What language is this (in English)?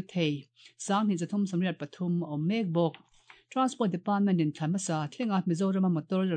Mizo